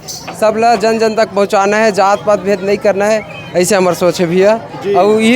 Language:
Chhattisgarhi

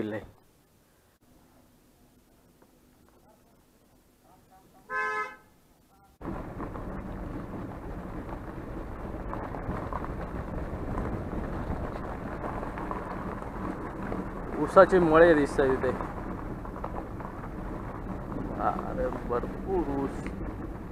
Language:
Marathi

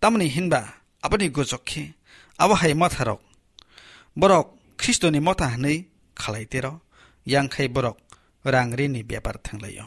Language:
Kok Borok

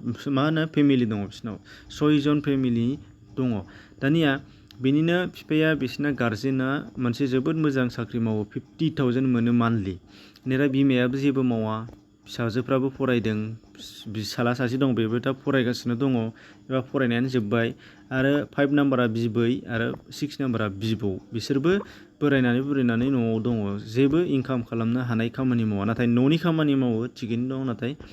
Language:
Bodo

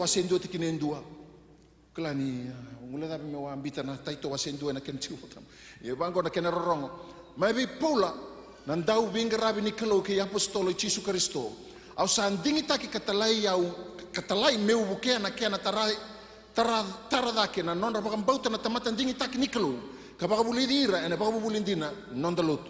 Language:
Fijian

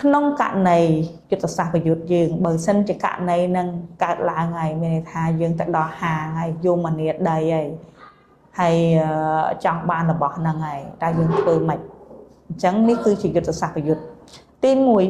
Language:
Khmer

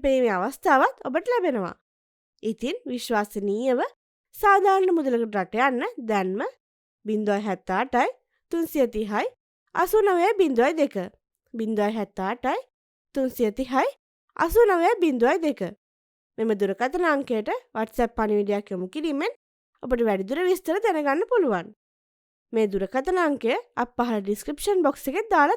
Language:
Sinhala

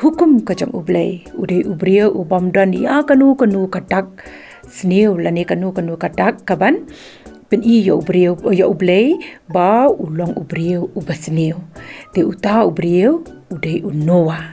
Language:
Khasi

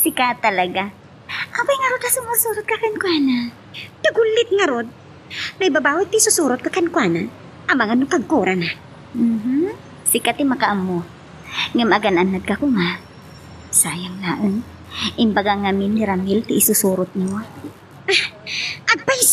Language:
Iloko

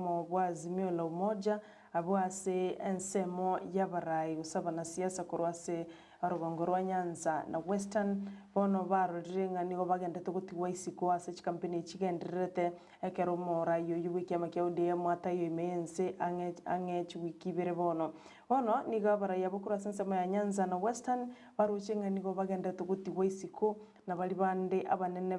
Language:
Gusii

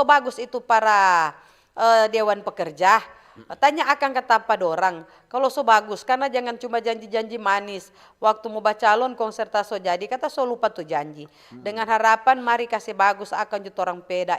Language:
Manado Malay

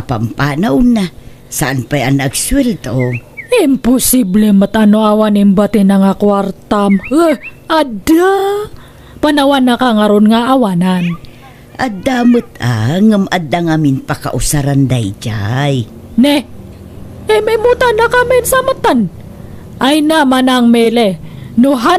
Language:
Iloko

